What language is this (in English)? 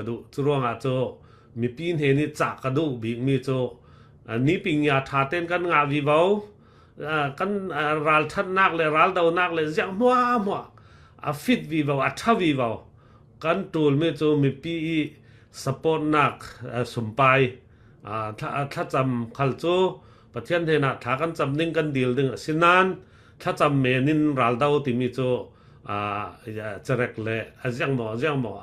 Falam Chin